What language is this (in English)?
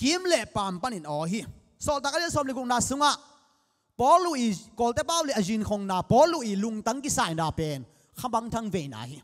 Tedim Chin